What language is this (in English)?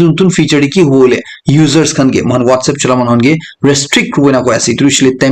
Naga Pidgin